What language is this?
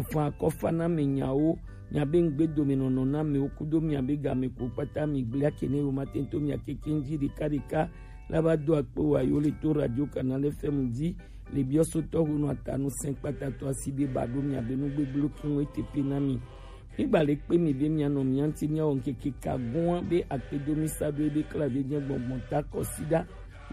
Gen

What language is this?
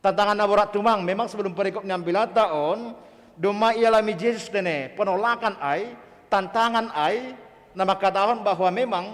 Batak Simalungun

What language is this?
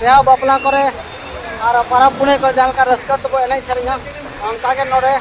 Santali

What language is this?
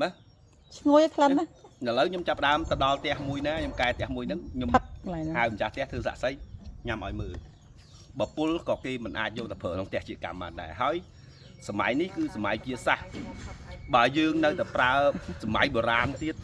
Khmer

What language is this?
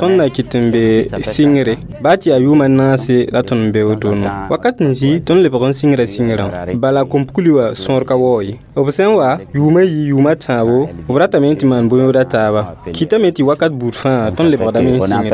Mossi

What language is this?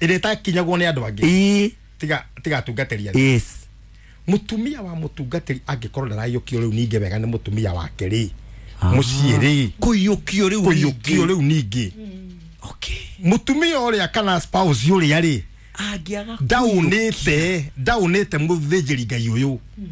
Kikuyu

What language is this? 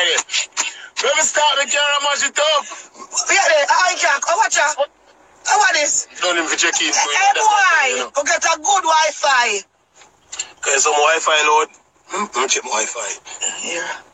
Jamaican Creole English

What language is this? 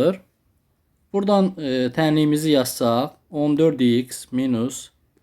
Azerbaijani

